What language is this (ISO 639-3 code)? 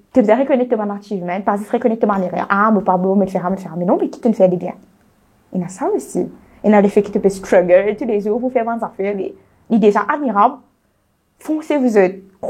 mfe